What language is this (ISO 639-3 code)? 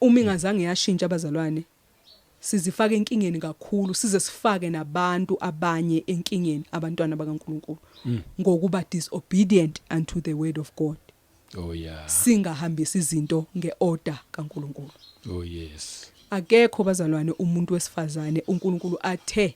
zul